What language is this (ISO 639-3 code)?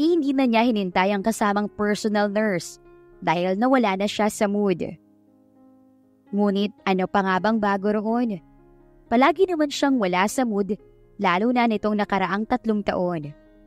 fil